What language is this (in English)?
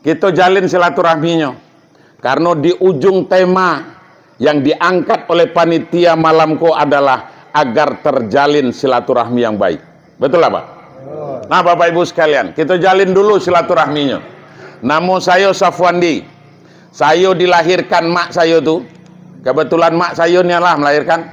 Minangkabau